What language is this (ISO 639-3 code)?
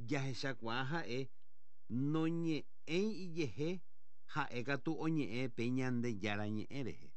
grn